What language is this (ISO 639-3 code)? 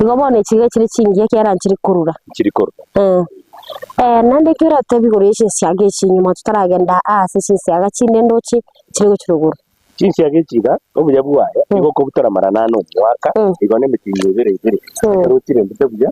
guz